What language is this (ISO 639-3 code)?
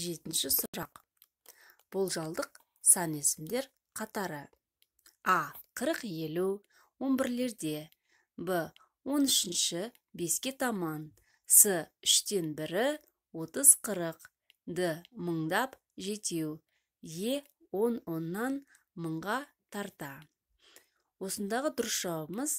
kaz